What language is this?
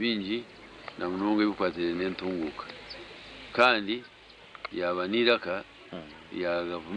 Nyankole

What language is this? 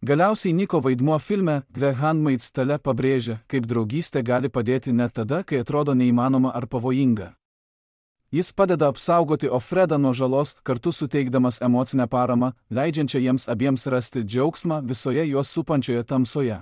Lithuanian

